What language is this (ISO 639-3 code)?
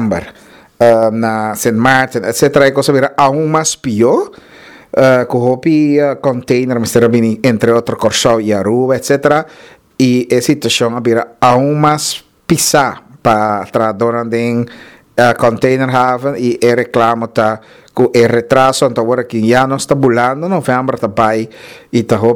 pap